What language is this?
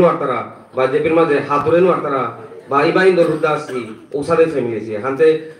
Bishnupriya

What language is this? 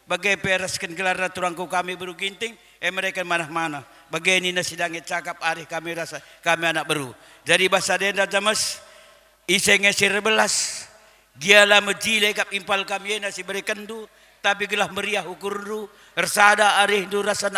Batak Karo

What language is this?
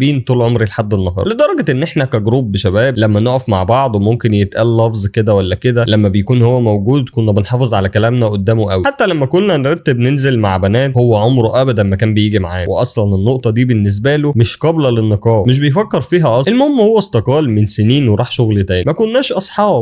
Egyptian Arabic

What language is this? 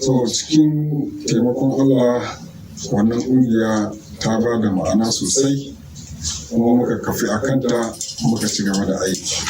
Hausa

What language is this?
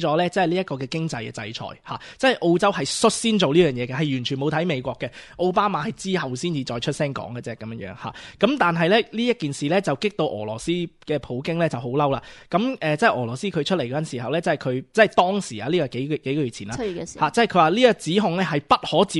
Cantonese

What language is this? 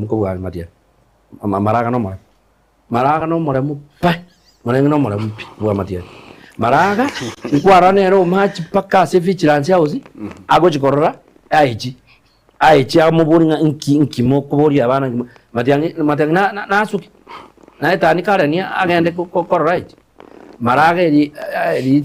Gusii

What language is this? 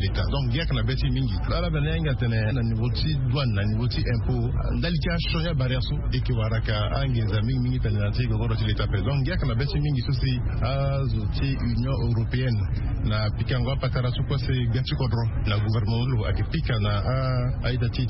Sango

